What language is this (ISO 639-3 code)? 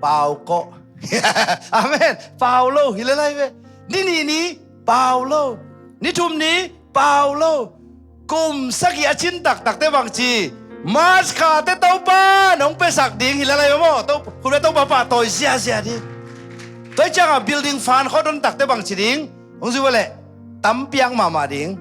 ctd